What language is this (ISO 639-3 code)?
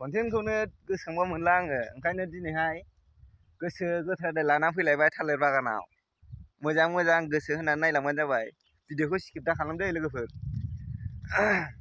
brx